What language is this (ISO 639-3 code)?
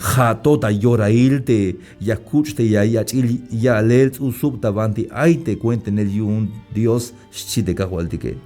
tzh